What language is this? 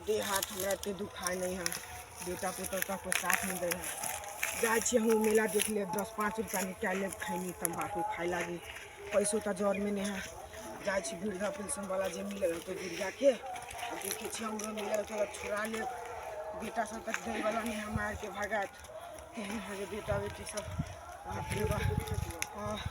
Maithili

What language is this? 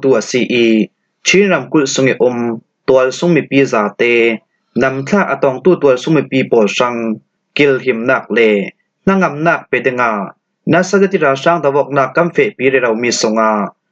Falam Chin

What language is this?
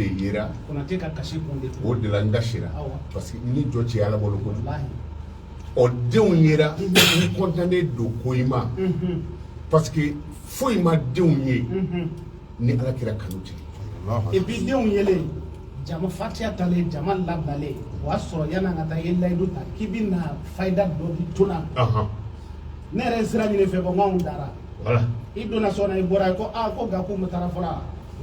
Bambara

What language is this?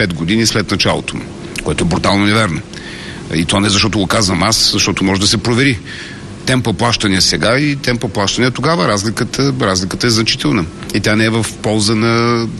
Bulgarian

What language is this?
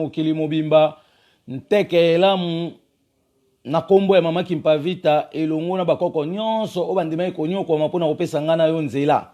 Lingala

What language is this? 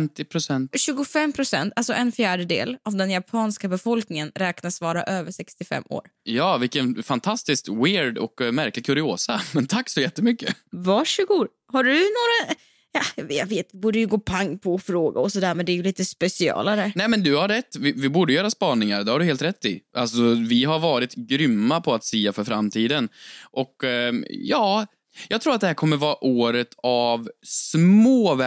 Swedish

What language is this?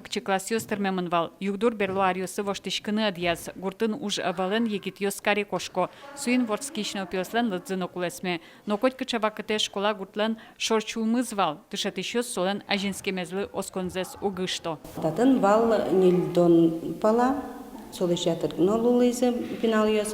Udmurt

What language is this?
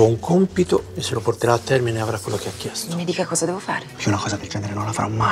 Italian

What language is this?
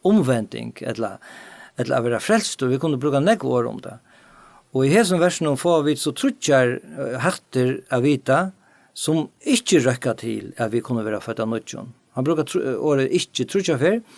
Faroese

